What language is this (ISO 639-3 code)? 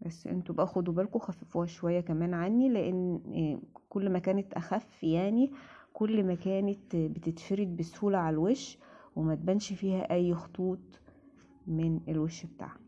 arz